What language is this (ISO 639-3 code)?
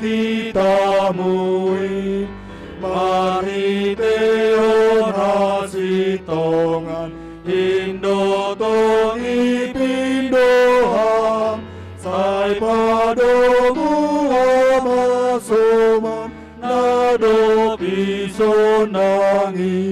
bts